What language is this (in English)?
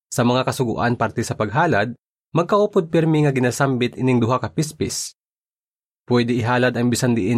Hiligaynon